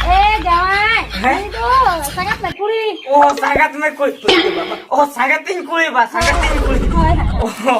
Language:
Santali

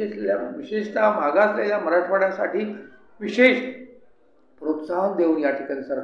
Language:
Marathi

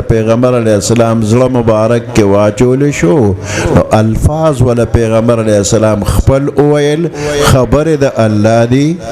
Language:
Pashto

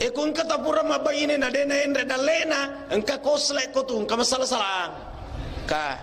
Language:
Buginese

